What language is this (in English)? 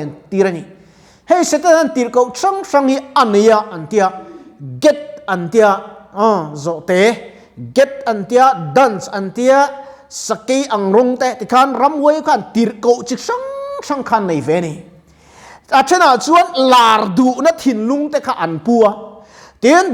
Mizo